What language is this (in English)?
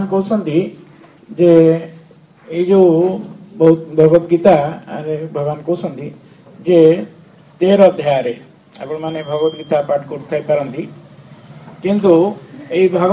Odia